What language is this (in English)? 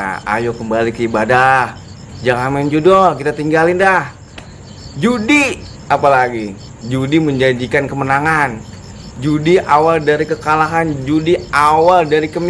Betawi